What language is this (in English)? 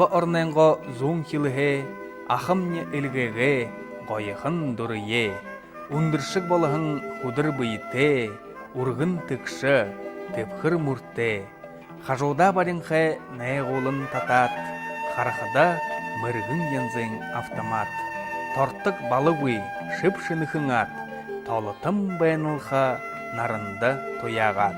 Buriat